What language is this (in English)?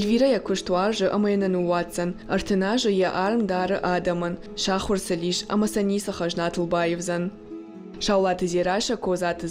Ossetic